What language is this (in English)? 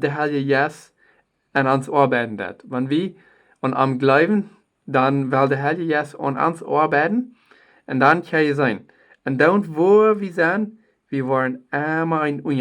Plautdietsch